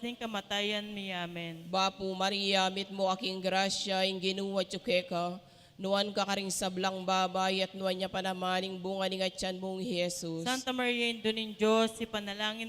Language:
Pampanga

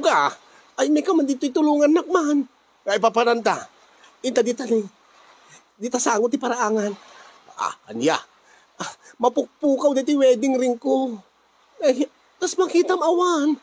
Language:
Iloko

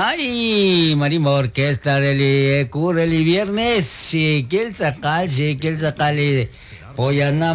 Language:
Kekchí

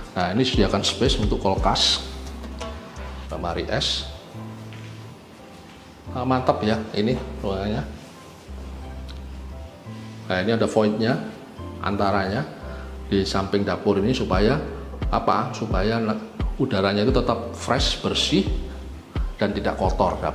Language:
Indonesian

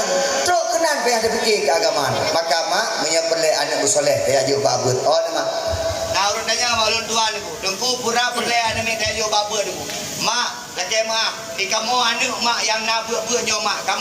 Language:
Achinese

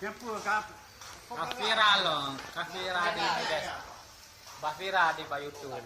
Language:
Achinese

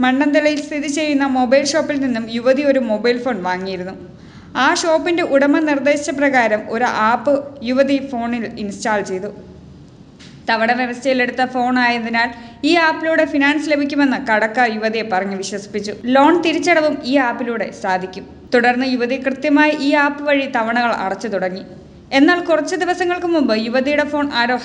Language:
Malayalam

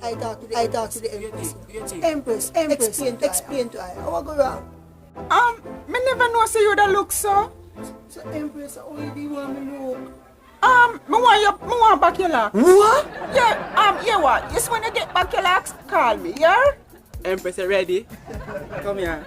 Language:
Jamaican Creole English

